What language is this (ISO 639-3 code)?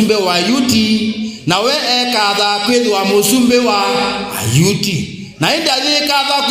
kam